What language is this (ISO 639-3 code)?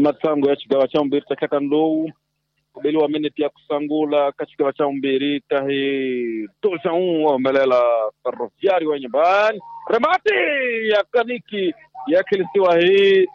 tso